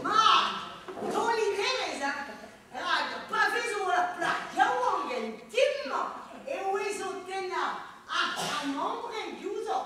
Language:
Breton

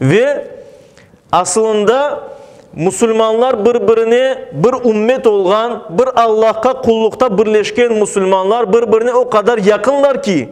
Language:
Crimean Tatar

